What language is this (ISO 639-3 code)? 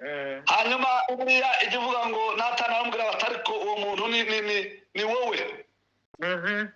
kin